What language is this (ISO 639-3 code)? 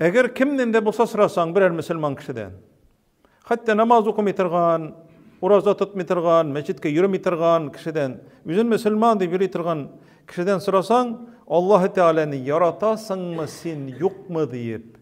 tat